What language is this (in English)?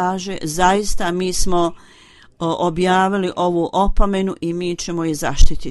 Bosnian